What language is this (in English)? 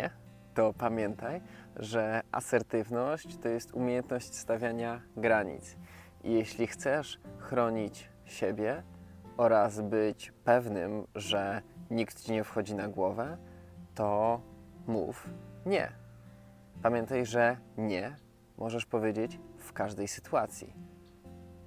Polish